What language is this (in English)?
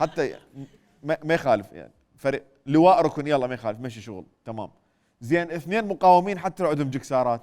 Mesopotamian Arabic